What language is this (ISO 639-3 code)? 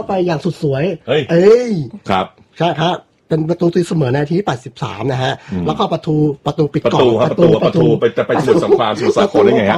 tha